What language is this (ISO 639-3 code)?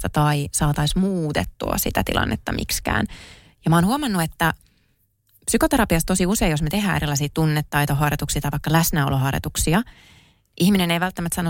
fin